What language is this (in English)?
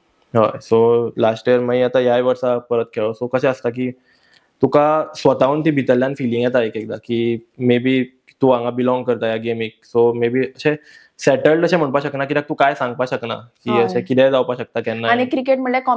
Konkani